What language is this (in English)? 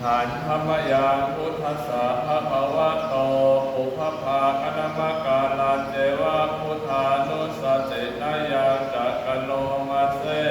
Pali